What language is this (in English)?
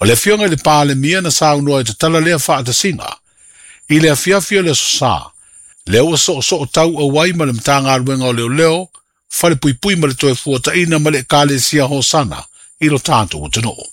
Samoan